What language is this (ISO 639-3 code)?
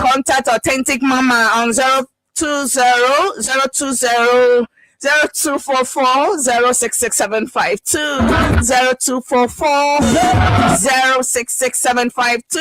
ewe